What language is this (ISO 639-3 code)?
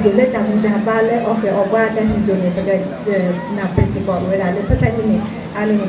ksw